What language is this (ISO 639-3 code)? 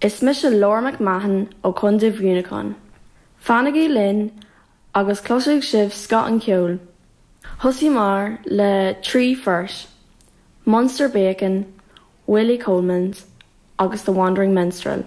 gle